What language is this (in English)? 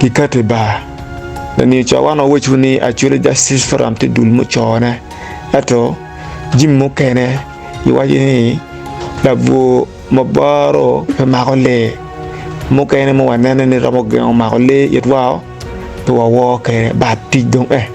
Acoli